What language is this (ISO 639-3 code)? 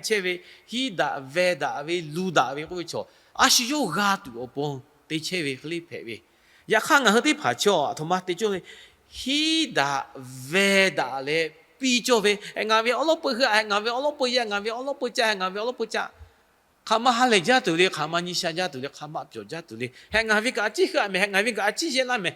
lhu